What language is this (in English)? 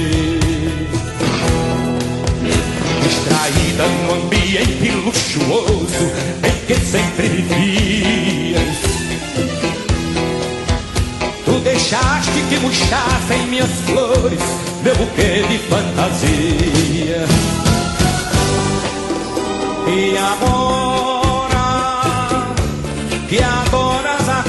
Portuguese